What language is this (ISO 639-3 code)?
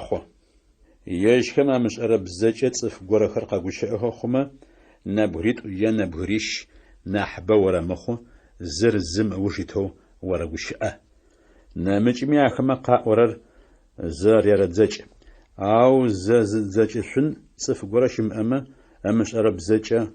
ady